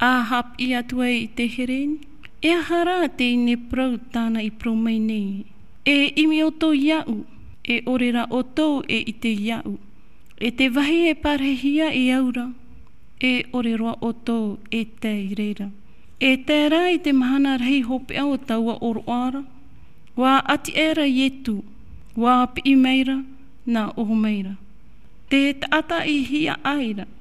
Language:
Tahitian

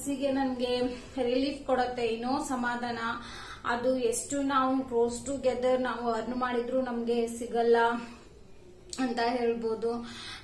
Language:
Kannada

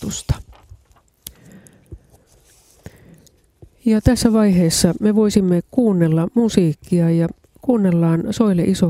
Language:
Finnish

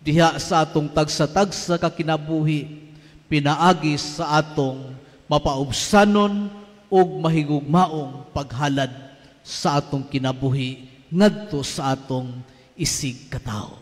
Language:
Cebuano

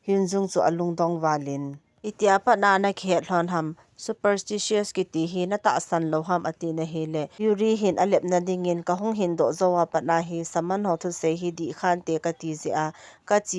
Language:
Thado Chin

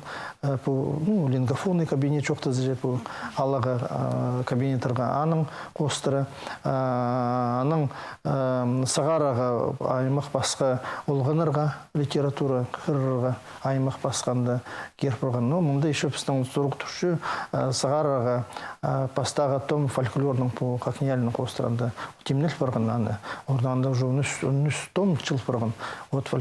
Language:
Khakas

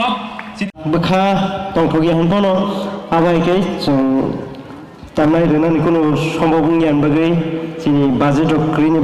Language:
Kok Borok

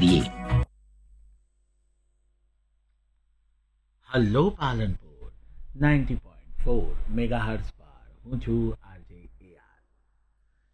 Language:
Gujarati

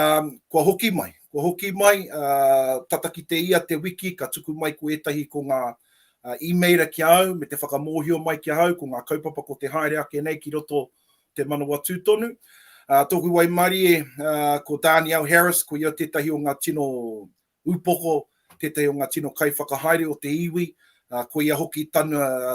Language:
Māori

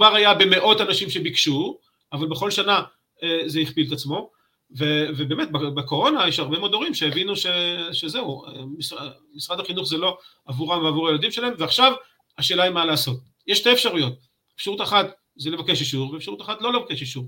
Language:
Hebrew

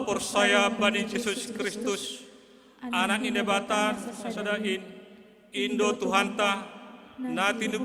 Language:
Batak Simalungun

